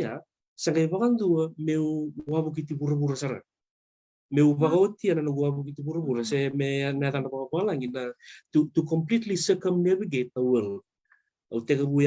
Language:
Fijian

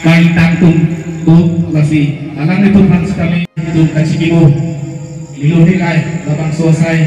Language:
Karbi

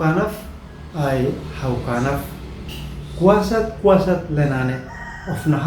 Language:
Uab Meto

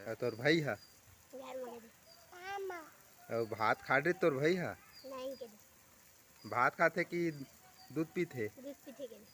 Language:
Chhattisgarhi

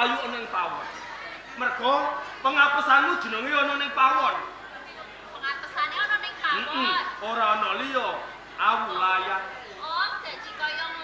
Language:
Javanese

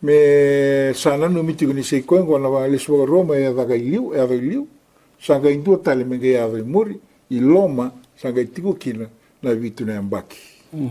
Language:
Fijian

